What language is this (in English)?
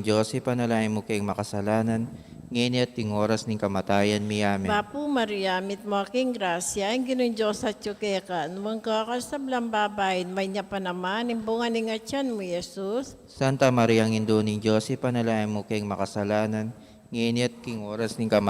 Pampanga